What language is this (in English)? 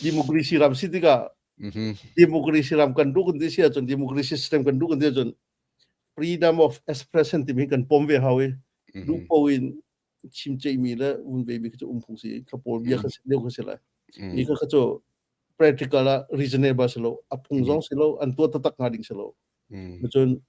Hakha Chin